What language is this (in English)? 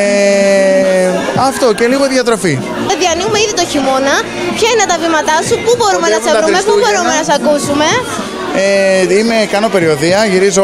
Greek